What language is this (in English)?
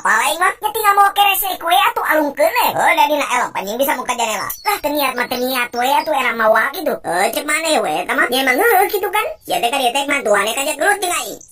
Sundanese